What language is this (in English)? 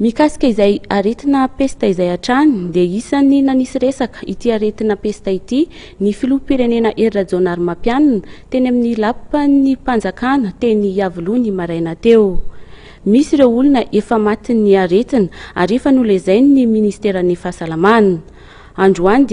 Malagasy